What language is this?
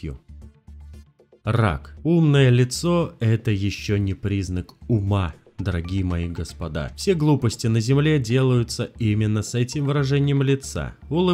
Russian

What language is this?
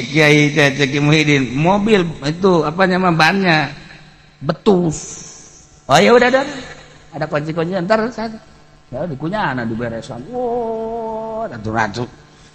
Sundanese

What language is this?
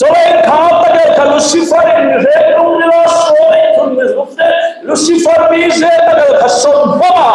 Hmar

